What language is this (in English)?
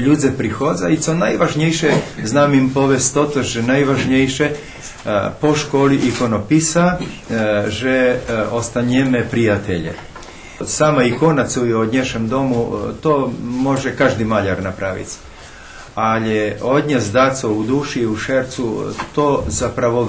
Rusyn